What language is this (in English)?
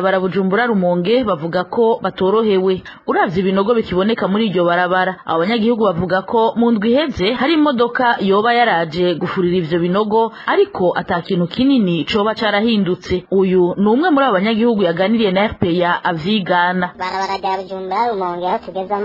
Rundi